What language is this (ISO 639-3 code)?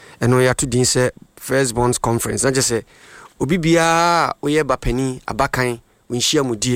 aka